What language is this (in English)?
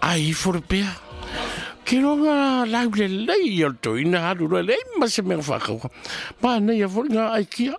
Samoan